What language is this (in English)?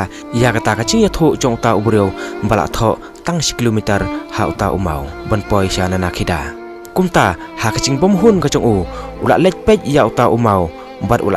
Khasi